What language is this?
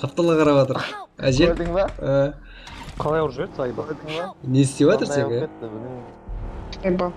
Kara-Kalpak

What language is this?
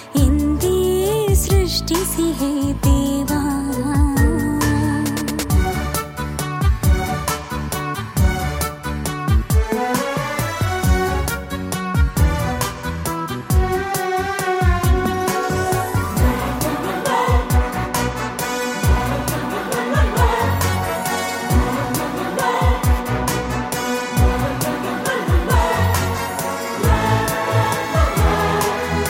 Kannada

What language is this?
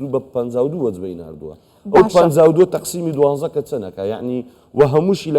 Central Kurdish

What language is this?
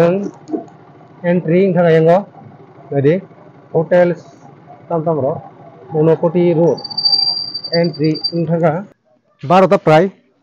Kok Borok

